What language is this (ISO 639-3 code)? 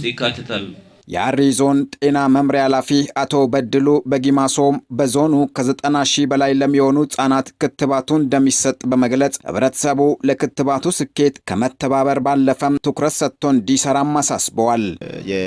amh